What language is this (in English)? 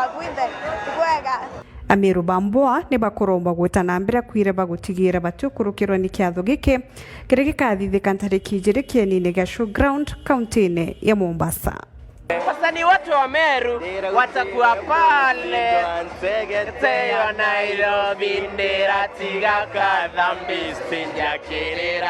Meru